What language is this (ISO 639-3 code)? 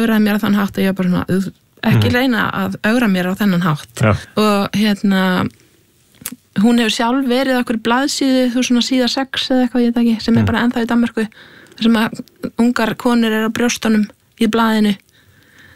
isl